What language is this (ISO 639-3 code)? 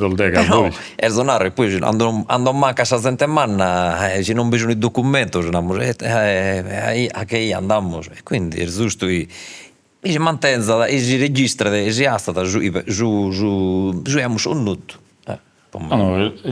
srd